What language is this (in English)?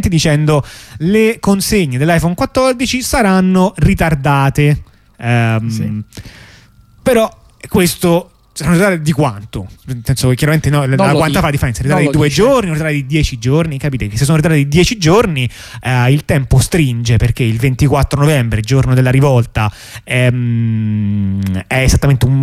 Italian